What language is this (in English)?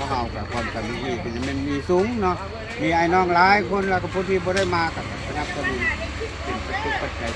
Lao